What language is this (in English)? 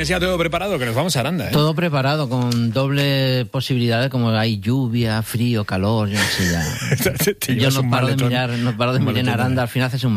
Spanish